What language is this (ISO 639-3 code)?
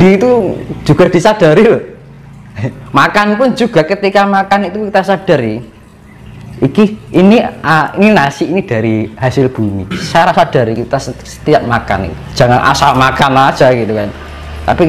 ind